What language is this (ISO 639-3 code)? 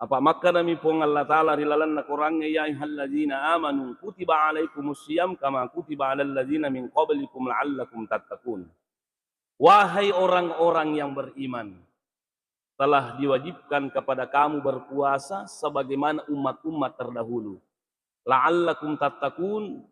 bug